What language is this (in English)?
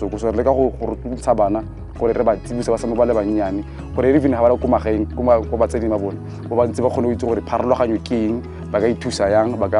Tswana